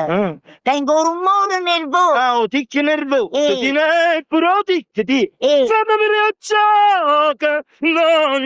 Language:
Neapolitan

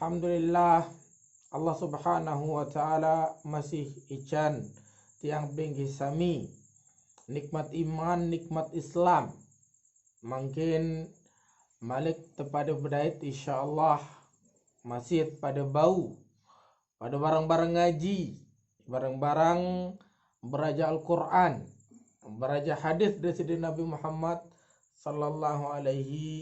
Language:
Sasak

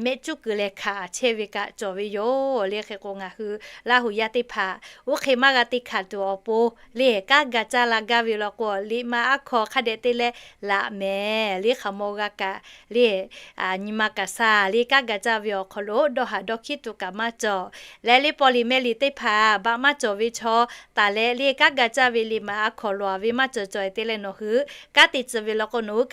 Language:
Lahu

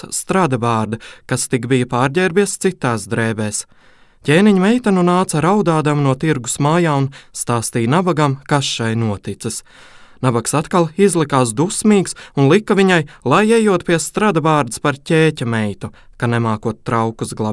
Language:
Latvian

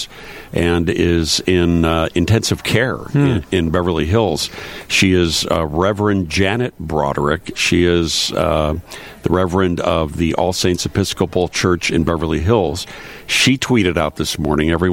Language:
English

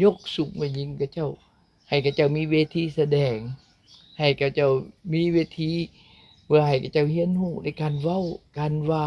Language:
Lao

